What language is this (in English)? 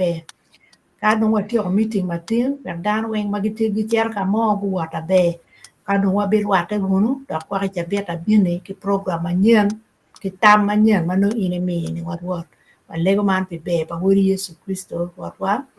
Acoli